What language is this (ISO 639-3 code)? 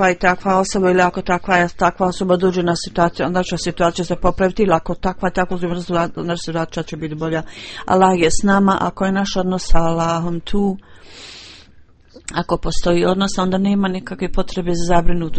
bos